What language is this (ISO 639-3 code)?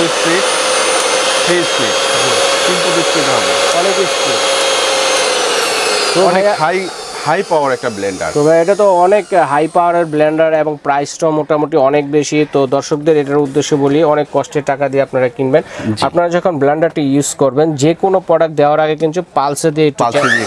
ben